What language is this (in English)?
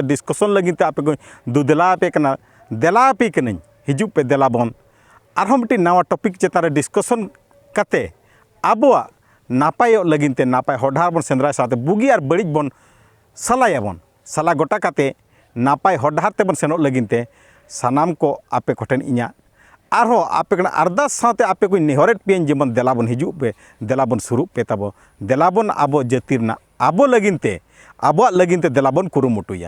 Santali